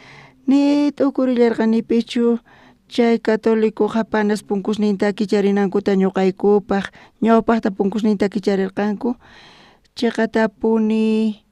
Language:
South Bolivian Quechua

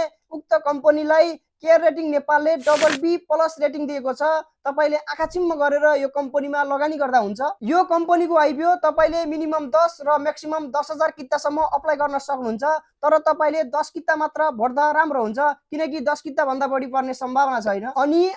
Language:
Nepali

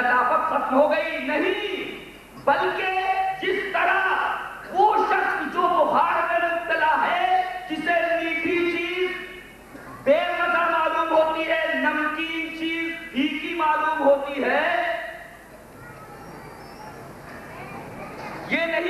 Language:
Urdu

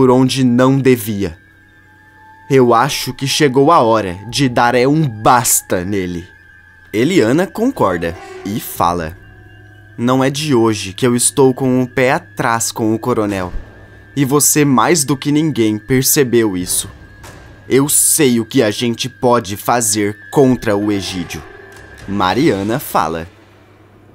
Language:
Portuguese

